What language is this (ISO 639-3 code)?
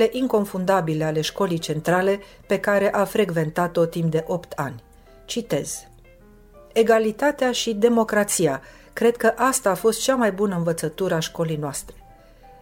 ron